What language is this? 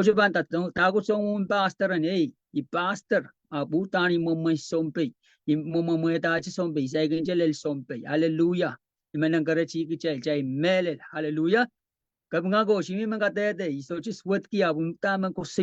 Pohnpeian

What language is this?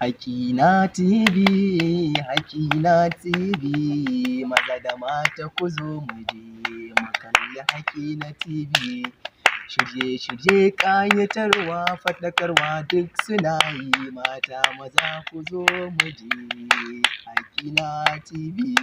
Hausa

